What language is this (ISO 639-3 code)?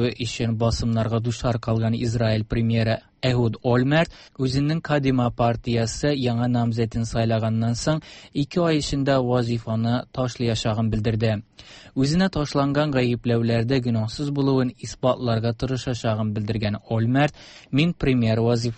tat